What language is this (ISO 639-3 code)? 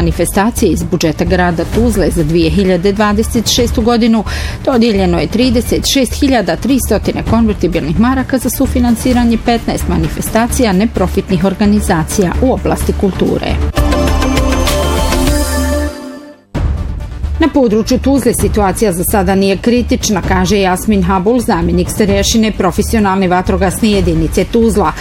bos